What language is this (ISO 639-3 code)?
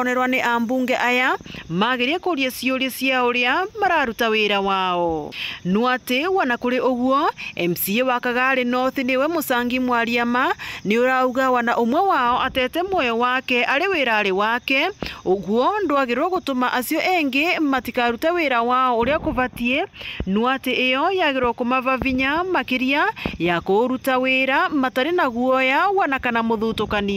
mer